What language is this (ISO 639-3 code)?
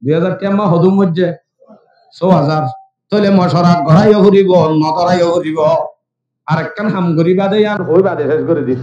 rhg